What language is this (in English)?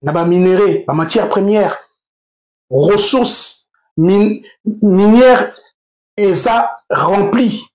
Lingala